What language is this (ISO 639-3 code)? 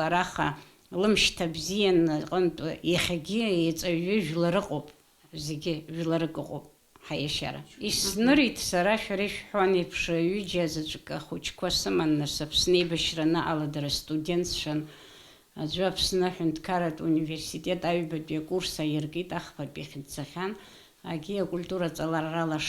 abk